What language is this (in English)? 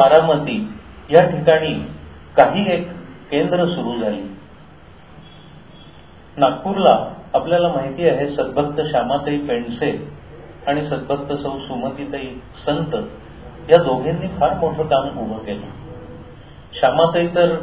Marathi